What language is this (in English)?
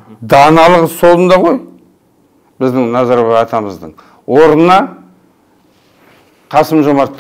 Kazakh